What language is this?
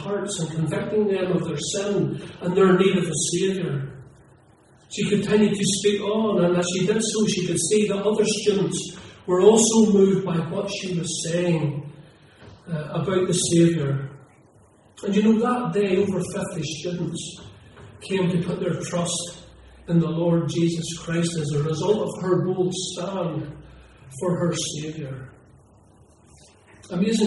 English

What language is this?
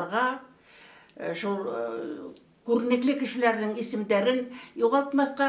Bashkir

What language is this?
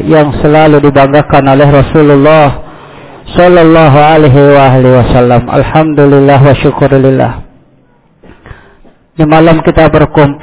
Indonesian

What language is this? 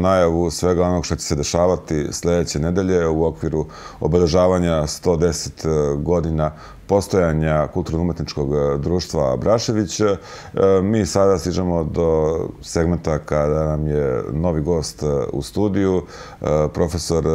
Serbian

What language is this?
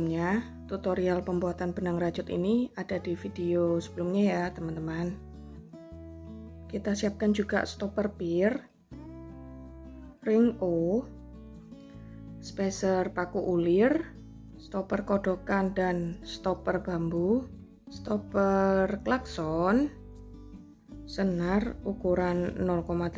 Indonesian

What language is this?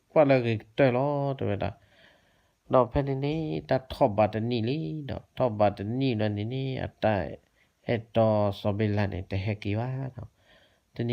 S'gaw Karen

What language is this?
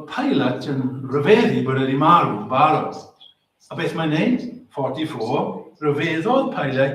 Welsh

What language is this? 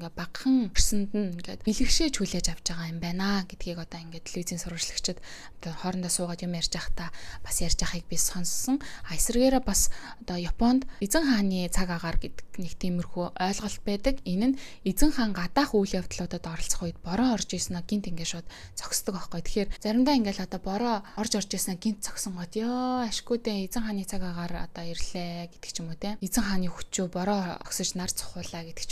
Mongolian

